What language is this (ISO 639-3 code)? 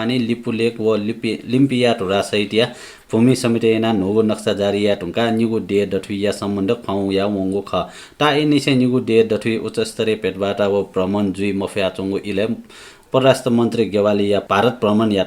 new